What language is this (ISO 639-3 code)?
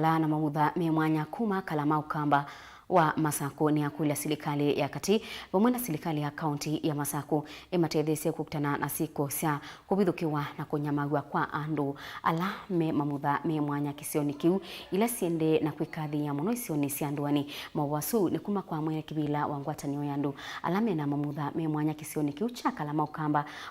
kam